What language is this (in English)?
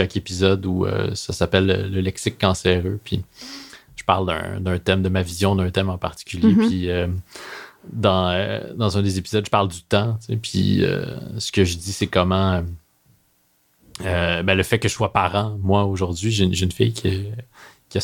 French